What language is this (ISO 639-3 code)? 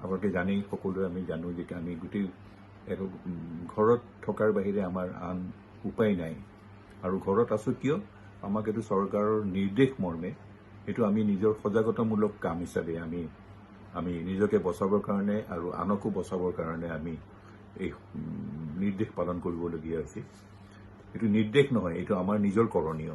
asm